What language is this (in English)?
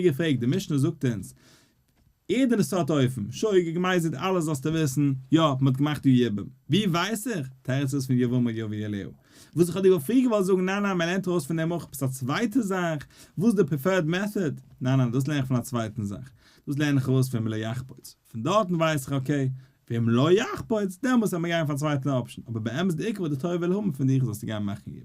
Yiddish